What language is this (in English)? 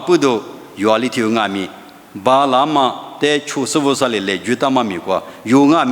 Lisu